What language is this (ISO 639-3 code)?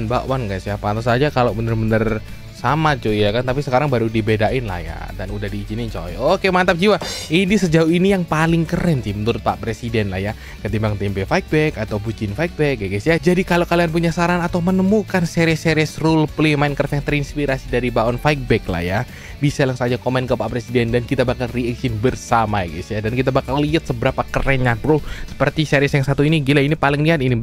ind